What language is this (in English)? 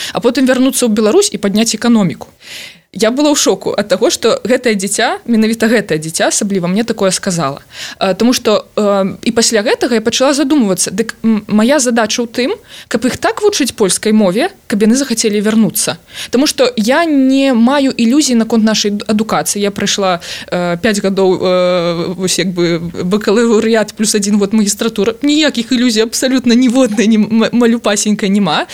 Belarusian